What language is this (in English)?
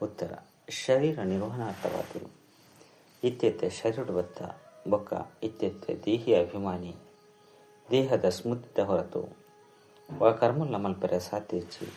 Tulu